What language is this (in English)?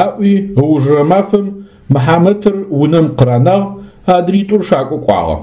Adyghe